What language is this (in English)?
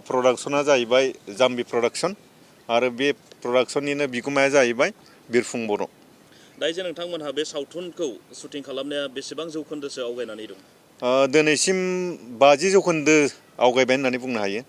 Bodo